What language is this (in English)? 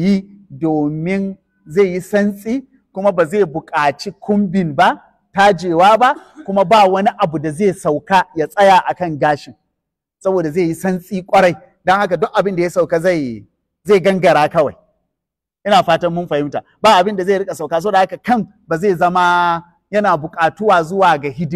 Hausa